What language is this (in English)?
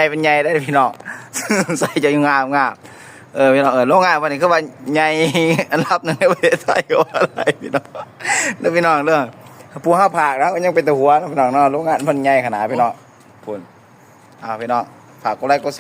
Lao